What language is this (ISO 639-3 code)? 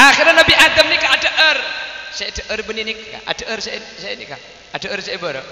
mad